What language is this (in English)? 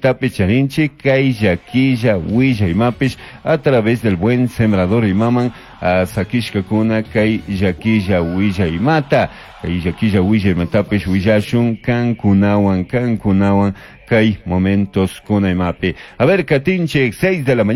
Chimborazo Highland Quichua